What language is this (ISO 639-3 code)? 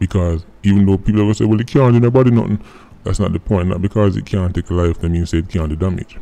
jam